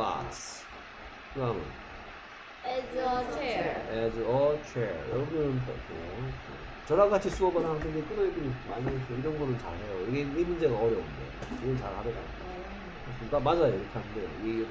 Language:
Korean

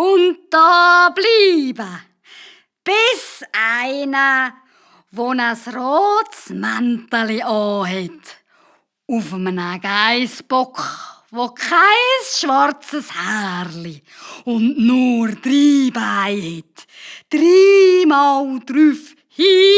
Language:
Swiss German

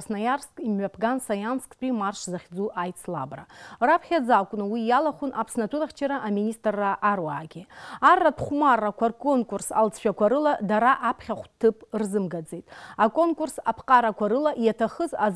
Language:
Abkhazian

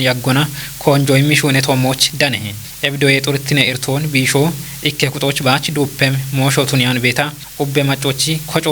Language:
Kafa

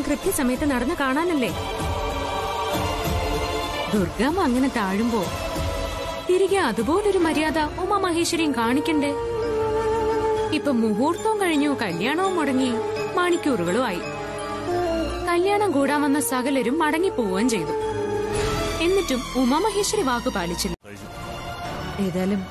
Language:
Malayalam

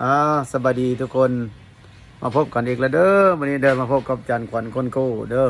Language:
Lao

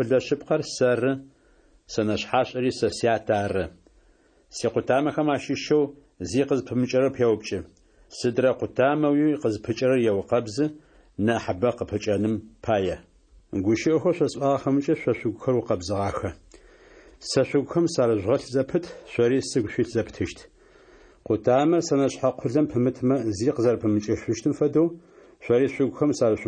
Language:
Adyghe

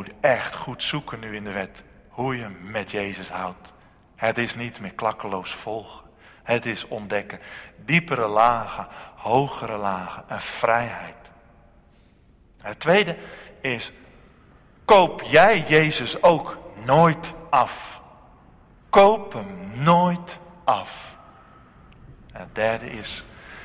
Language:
Dutch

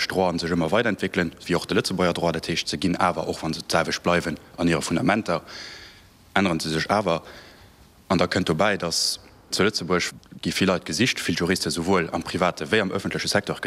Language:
Luxembourgish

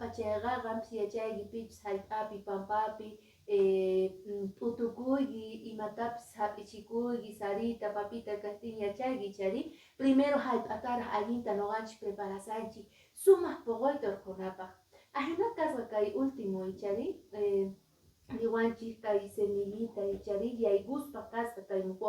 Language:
Quechua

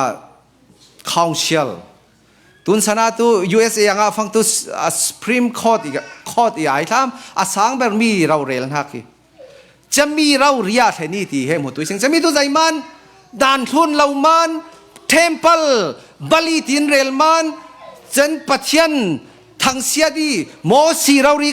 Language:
Falam Chin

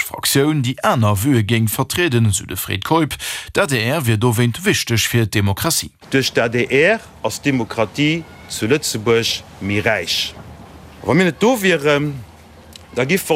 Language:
Luxembourgish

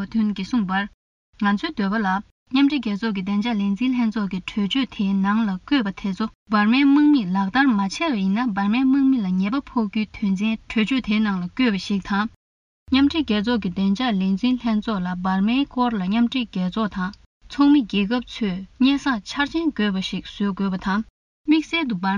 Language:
Tibetan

